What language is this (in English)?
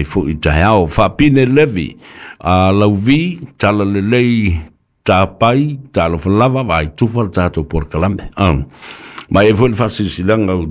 Samoan